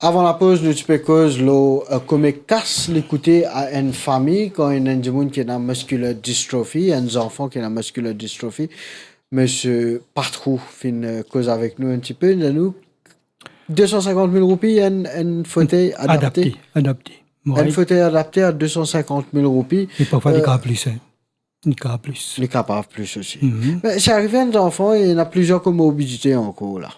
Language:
Morisyen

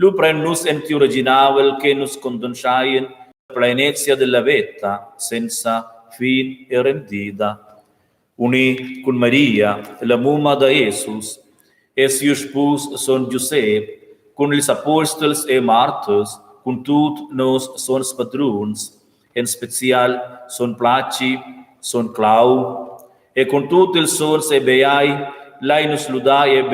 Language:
Romansh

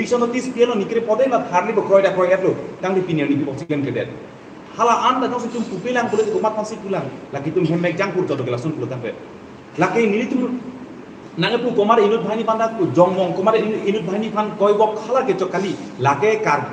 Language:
Karbi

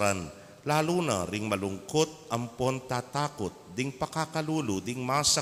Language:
Pampanga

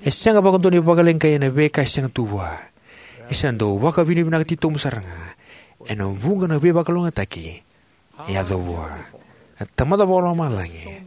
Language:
Fijian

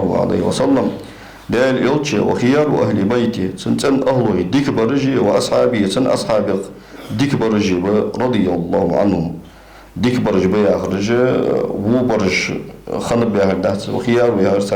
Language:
Ingush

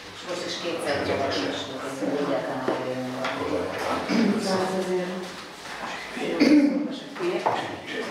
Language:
Hungarian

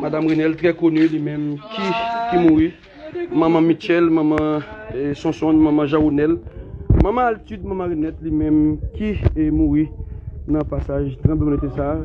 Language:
Haitian Creole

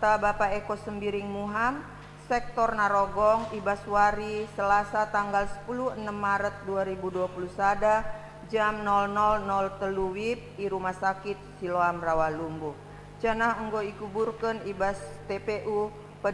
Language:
Batak Karo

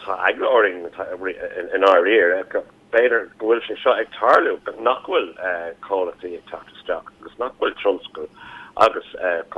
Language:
Irish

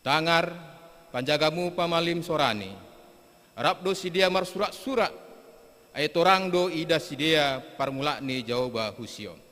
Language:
Batak Simalungun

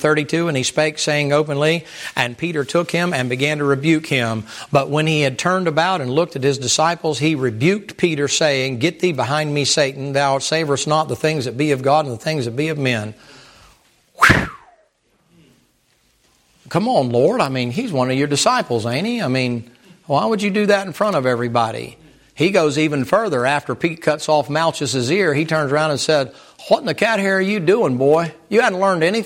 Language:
English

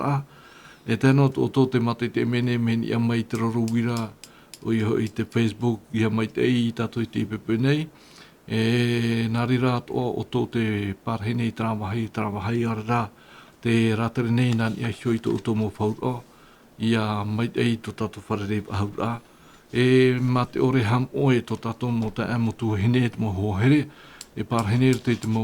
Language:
Tahitian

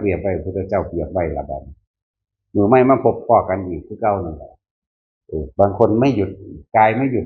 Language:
Northeastern Thai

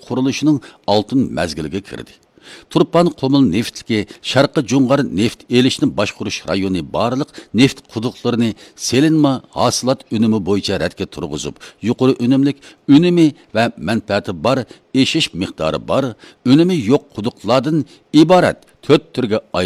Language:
Uyghur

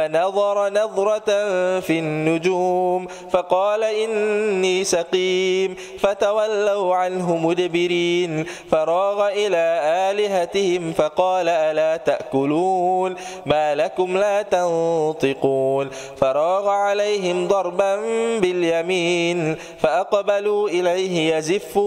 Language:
Arabic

